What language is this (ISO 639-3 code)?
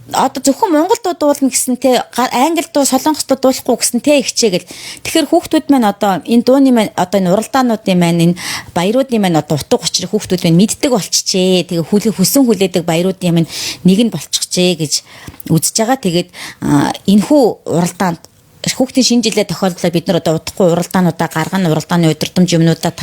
mon